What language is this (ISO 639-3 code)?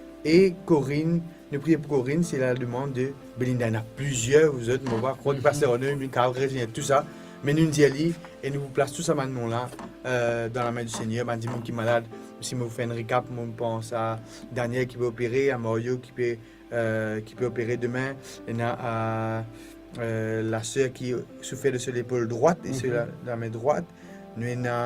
mfe